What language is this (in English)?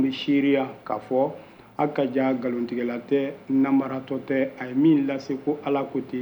Bambara